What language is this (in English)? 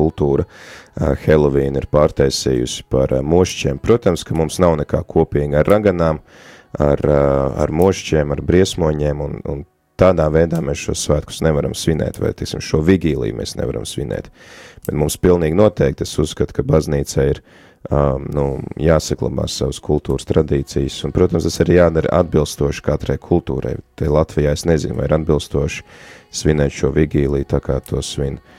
Latvian